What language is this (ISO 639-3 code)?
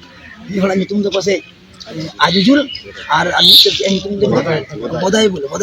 sat